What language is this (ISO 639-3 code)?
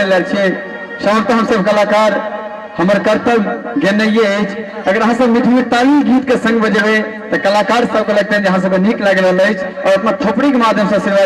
mai